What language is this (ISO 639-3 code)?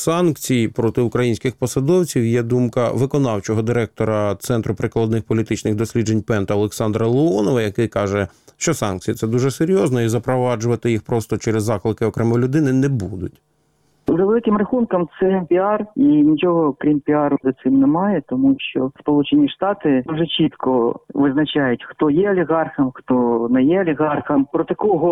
ukr